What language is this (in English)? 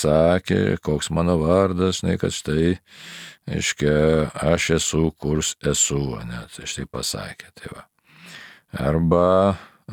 Lithuanian